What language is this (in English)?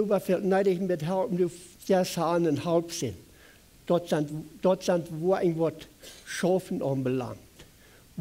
Plautdietsch